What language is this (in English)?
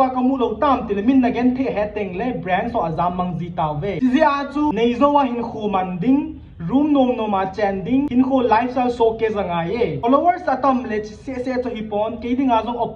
Thado Chin